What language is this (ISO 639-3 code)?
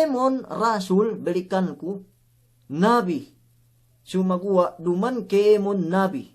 yka